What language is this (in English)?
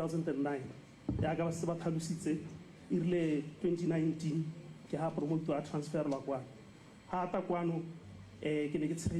Tswana